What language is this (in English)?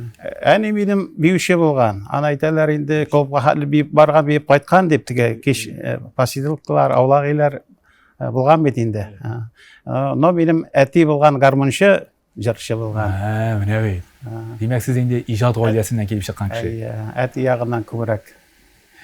Tatar